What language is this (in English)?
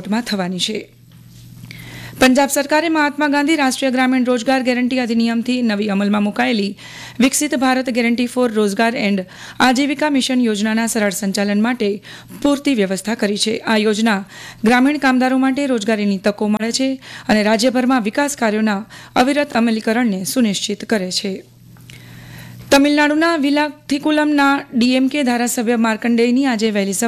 Gujarati